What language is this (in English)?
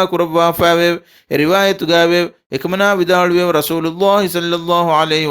Divehi